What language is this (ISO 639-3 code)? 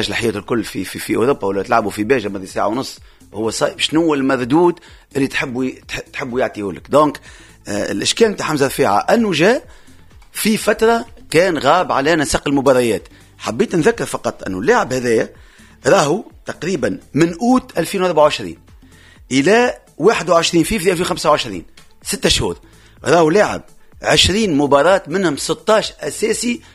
aeb